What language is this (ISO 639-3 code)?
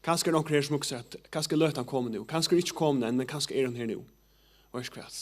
fao